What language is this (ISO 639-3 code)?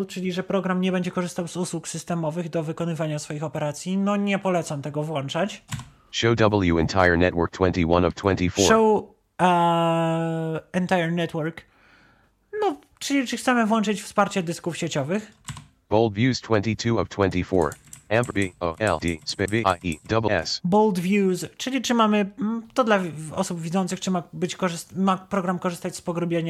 pol